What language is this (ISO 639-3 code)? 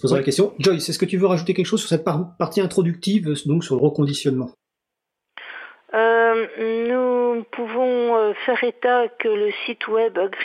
fra